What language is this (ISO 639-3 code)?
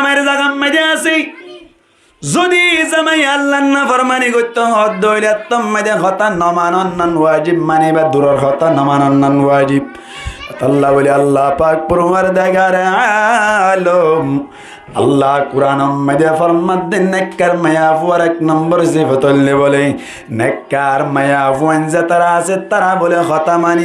rhg